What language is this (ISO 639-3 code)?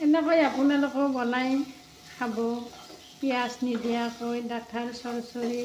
asm